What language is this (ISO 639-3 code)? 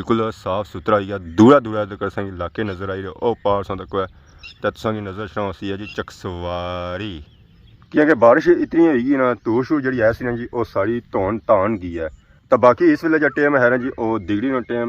phr